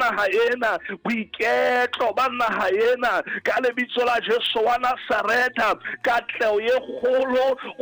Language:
Southern Sotho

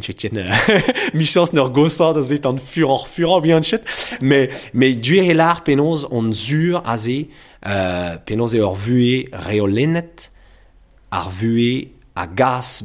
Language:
Breton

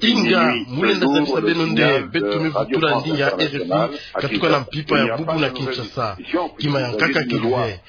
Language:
Kituba (Democratic Republic of Congo)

